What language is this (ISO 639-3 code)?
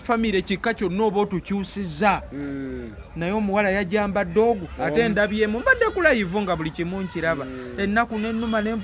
lug